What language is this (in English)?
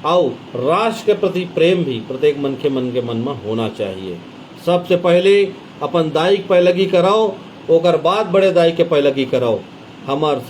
Chhattisgarhi